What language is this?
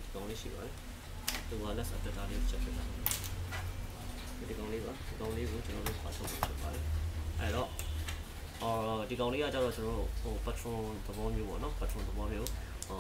Burmese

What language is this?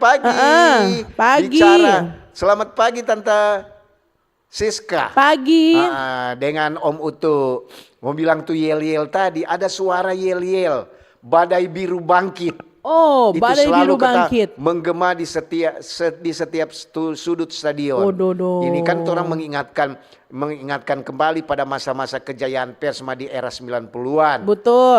Manado Malay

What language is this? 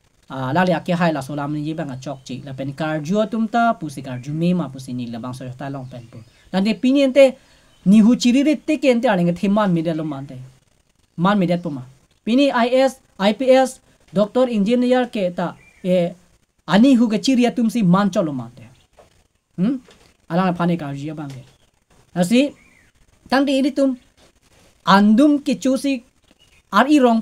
Karbi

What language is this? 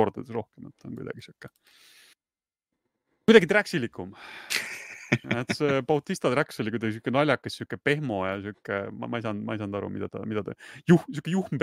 Estonian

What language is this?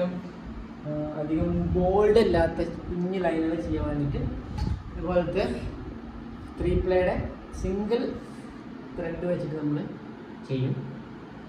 Malayalam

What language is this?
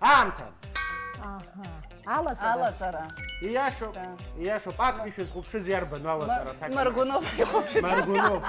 Abkhazian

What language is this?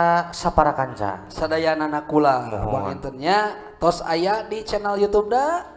Sundanese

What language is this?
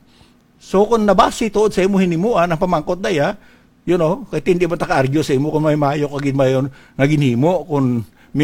Hiligaynon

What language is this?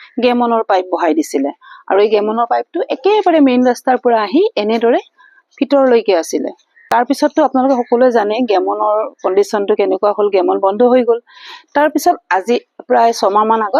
Assamese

